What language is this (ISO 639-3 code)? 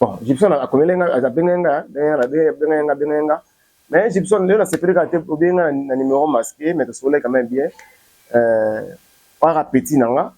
lin